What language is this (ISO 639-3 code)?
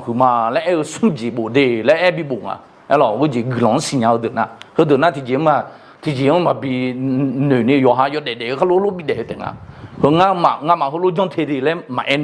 ahk